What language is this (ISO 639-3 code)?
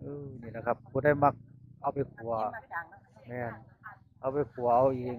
tts